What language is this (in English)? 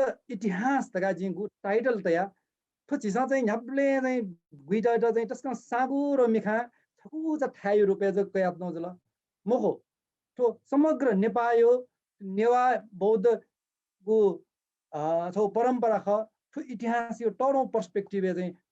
Newari